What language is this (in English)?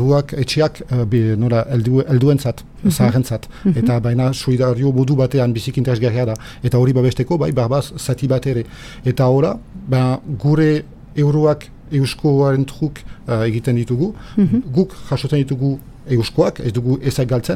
Basque